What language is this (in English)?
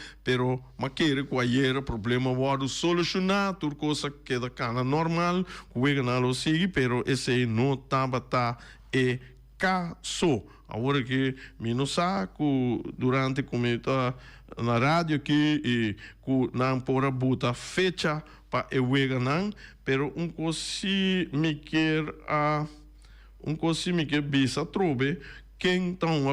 Papiamento